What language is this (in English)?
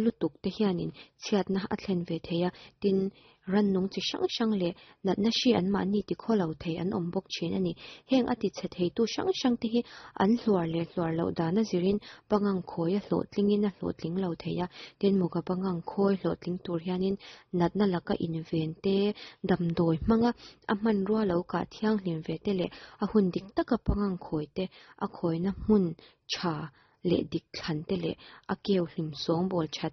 Mizo